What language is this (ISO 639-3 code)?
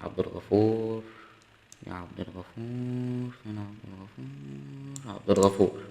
arz